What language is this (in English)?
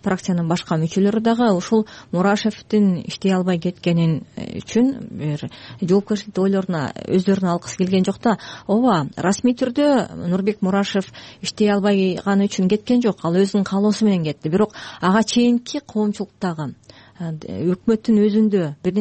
Kyrgyz